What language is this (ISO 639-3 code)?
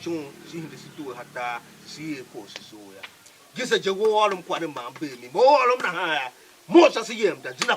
tiv